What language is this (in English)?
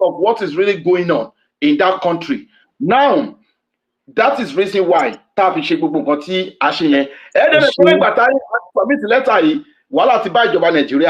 Yoruba